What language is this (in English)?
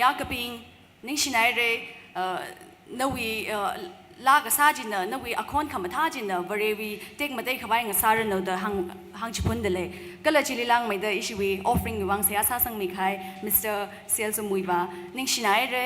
Tangkhul Naga (India)